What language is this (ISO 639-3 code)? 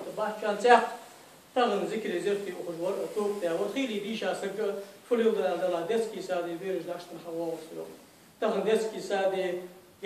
inh